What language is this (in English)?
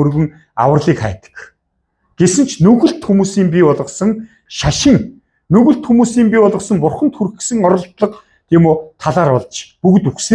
Mongolian